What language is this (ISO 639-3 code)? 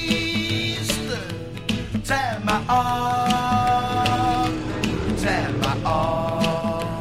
dan